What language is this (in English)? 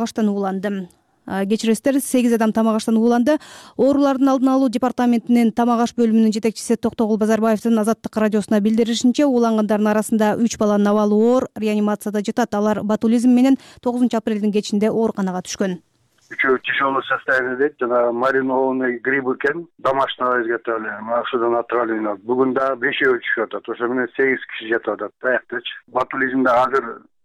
Kyrgyz